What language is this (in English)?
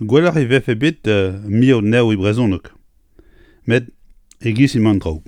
Breton